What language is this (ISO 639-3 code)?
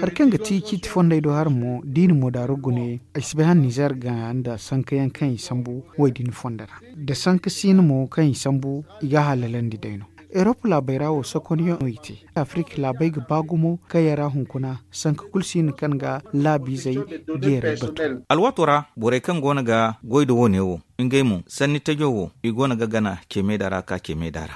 dje